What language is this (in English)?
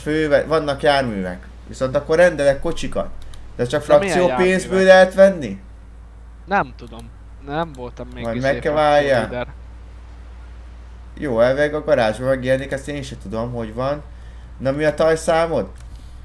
Hungarian